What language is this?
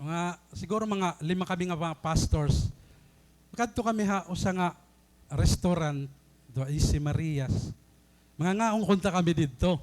Waray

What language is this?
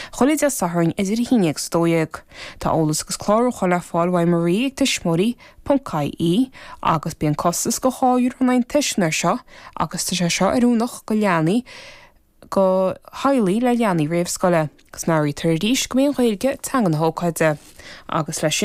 Irish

